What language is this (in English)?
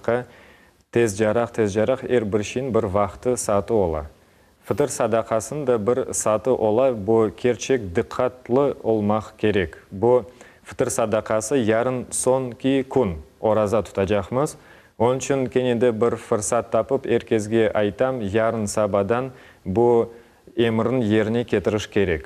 Crimean Tatar